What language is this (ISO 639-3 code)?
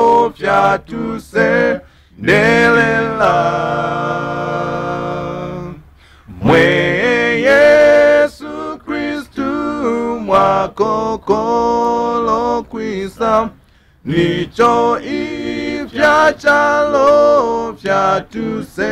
bem